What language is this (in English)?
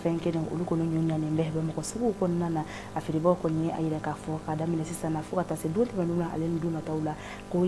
Bambara